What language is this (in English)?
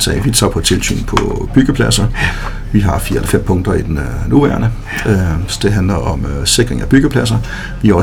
Danish